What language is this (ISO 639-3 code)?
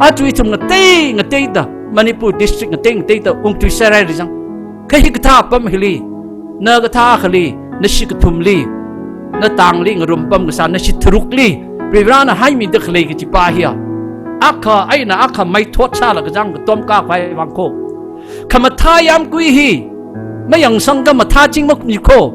nmf